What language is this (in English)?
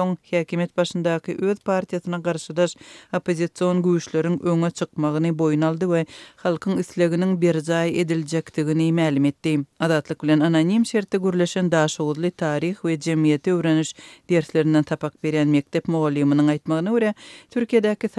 Turkmen